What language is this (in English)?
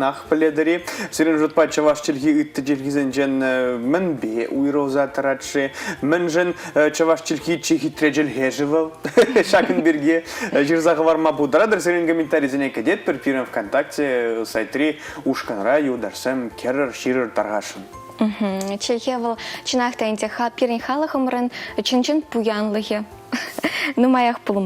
Chuvash